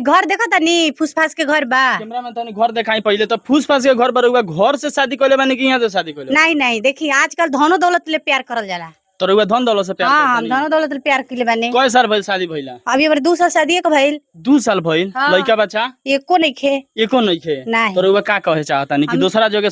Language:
Bhojpuri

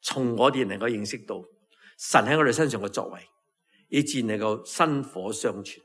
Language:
Cantonese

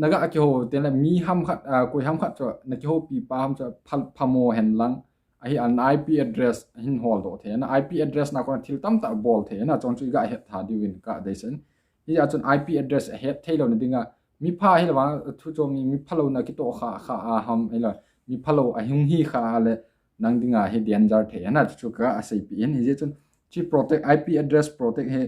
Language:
Thado Chin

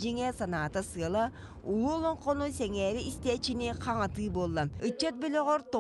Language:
Yakut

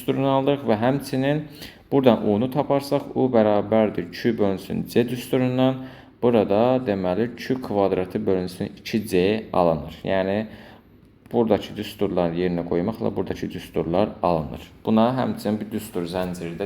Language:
Azerbaijani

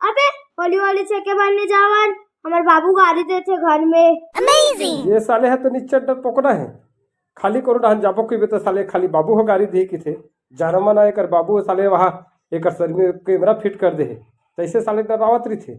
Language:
Chhattisgarhi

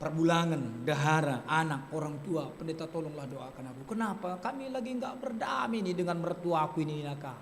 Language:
Batak Karo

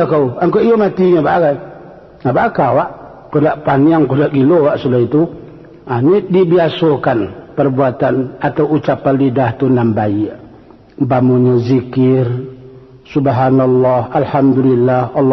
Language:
Minangkabau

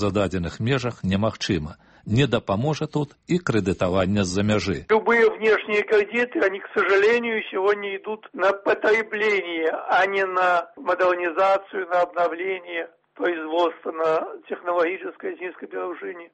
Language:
Belarusian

